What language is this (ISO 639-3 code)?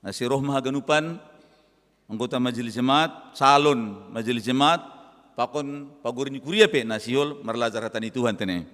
bts